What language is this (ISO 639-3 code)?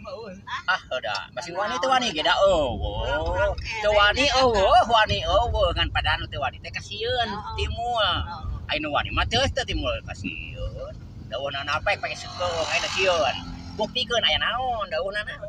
sun